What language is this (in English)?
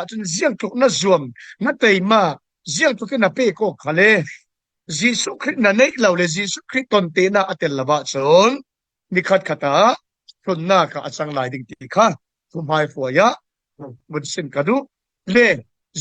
Falam Chin